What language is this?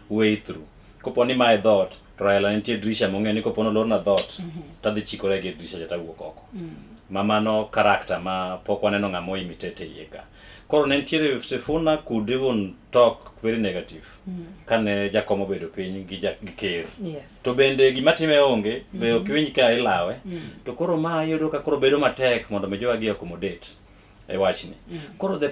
Luo (Kenya and Tanzania)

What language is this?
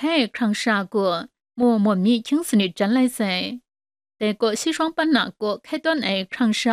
Kachin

